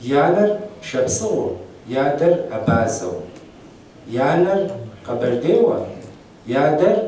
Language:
Kabardian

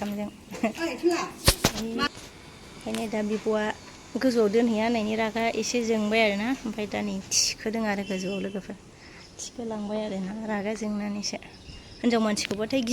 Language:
Bodo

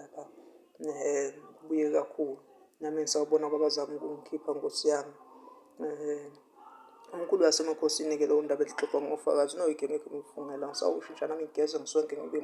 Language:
Zulu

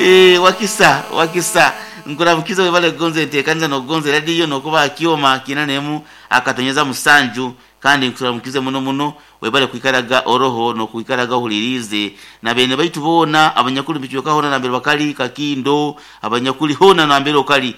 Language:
Nyoro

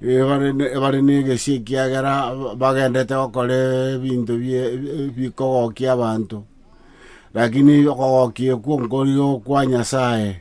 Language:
Gusii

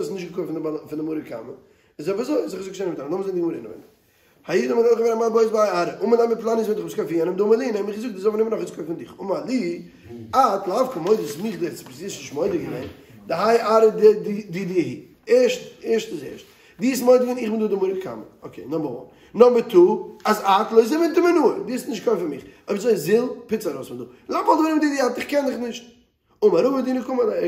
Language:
Yiddish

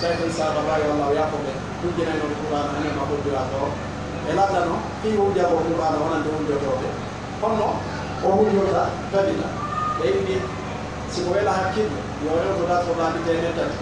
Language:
Fula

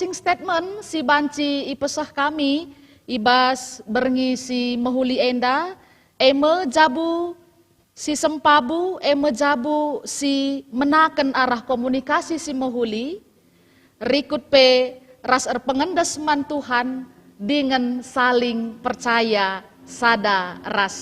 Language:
Batak Karo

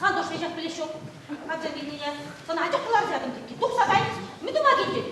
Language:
Chuvash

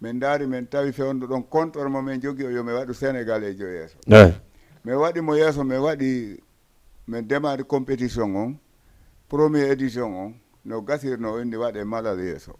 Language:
Fula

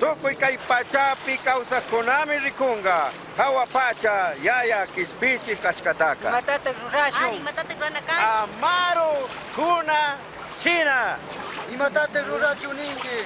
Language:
Chimborazo Highland Quichua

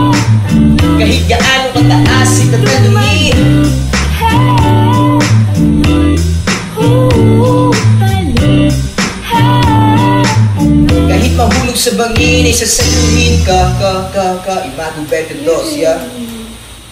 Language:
Filipino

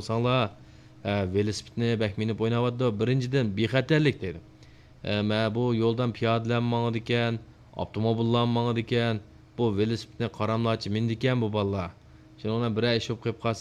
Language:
Uyghur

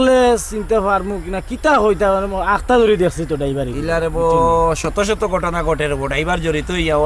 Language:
Sylheti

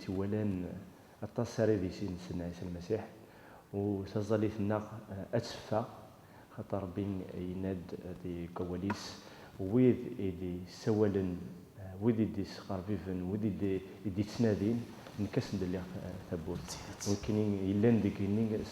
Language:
Kabyle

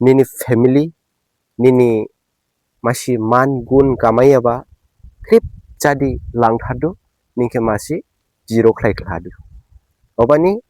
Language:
Dimasa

